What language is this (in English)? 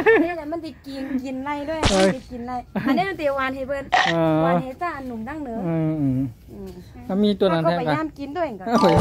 Shan